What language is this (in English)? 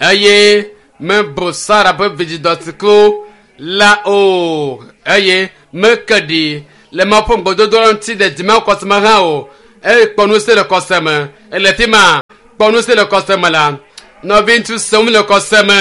Ewe